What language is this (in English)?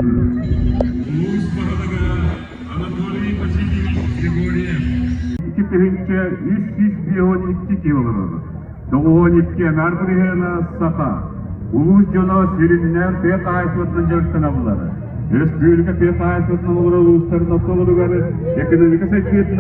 Yakut